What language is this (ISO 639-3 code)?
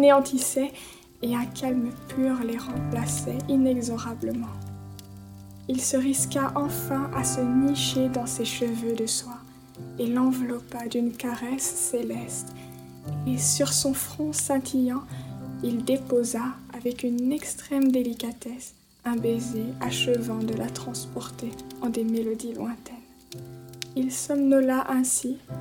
fra